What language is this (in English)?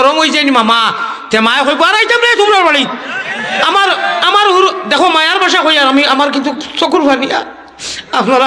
Sylheti